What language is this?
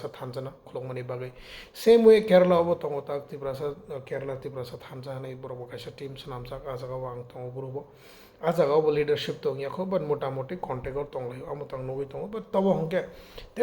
Kok Borok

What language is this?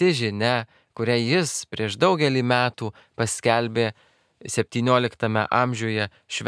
Lithuanian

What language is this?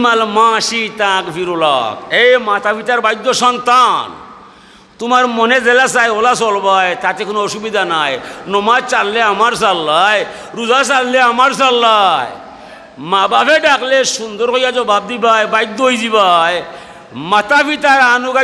Sylheti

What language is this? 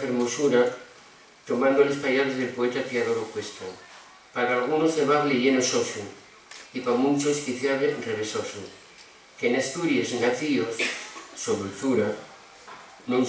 Asturian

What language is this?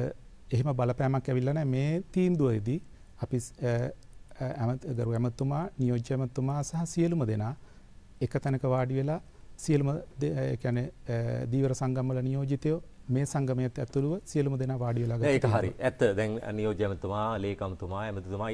Sinhala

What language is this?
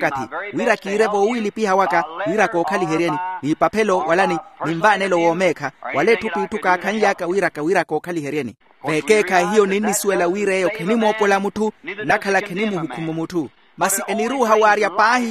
Makhuwa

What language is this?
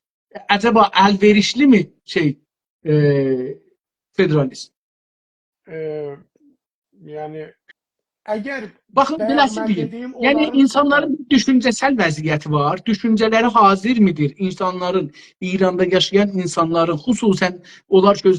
South Azerbaijani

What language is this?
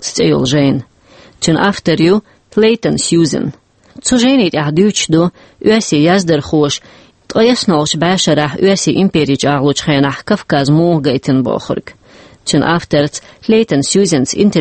Chechen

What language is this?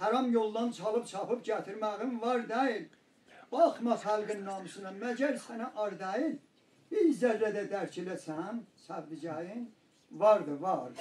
South Azerbaijani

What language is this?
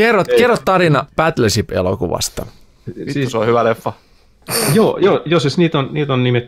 Finnish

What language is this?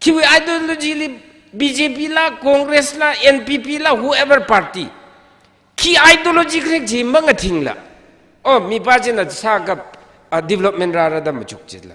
Tangkhul Naga (India)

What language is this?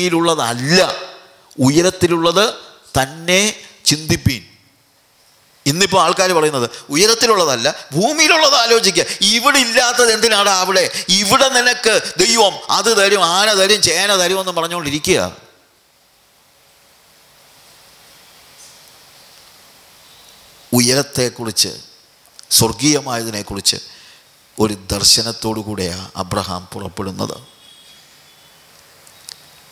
Malayalam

